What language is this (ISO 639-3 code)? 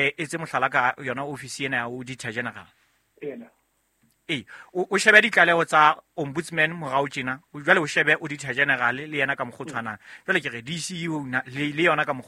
sot